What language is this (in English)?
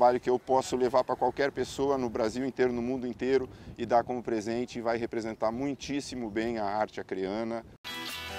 Portuguese